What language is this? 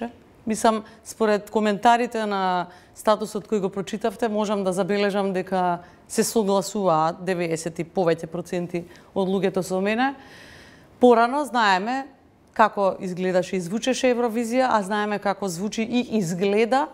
Macedonian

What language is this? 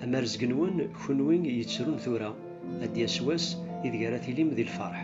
Kabyle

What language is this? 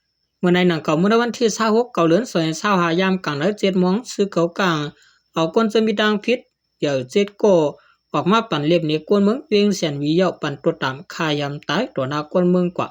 Shan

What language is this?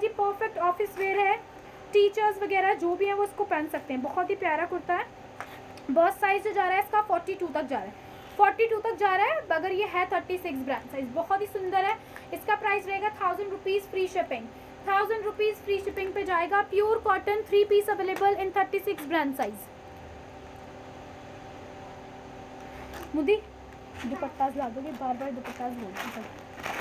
Hindi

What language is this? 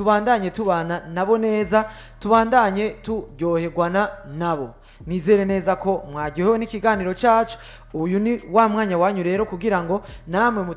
Rundi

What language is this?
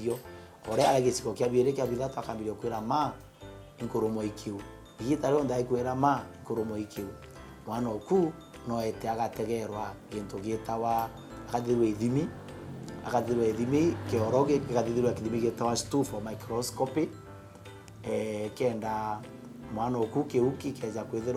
Meru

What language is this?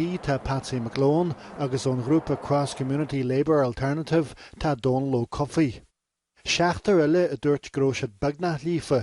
Irish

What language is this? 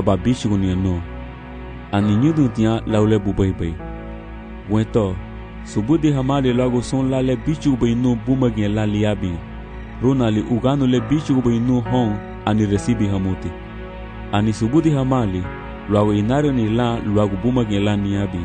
Garifuna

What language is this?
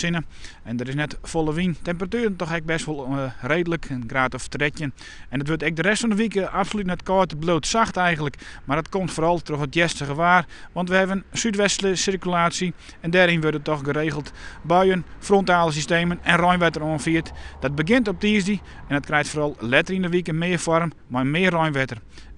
Western Frisian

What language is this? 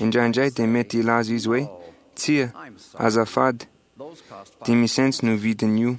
Malagasy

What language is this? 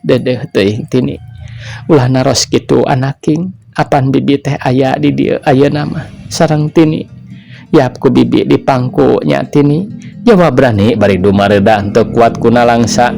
Sundanese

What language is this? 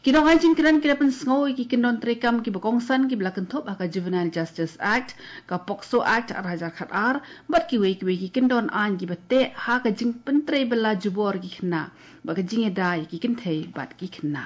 Khasi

